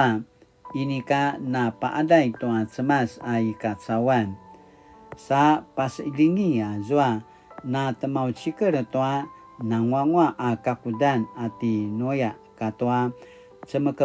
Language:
Paiwan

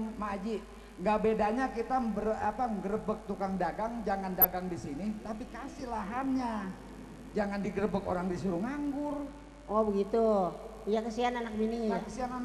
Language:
Betawi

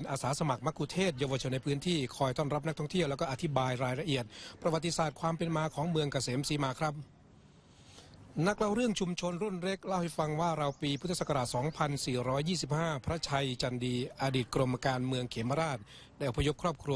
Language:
Thai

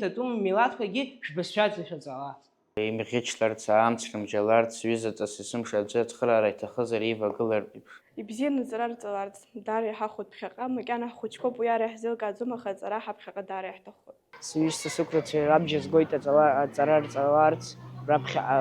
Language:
Abkhazian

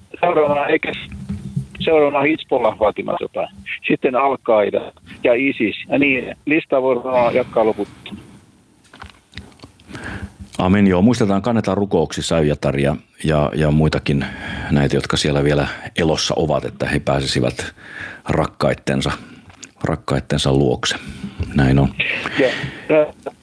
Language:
Finnish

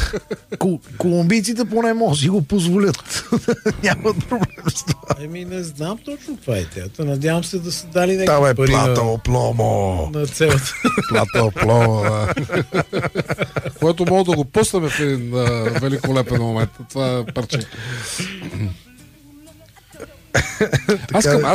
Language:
Bulgarian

